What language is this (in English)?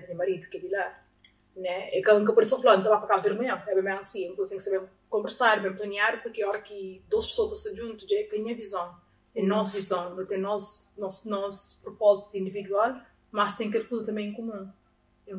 Kabuverdianu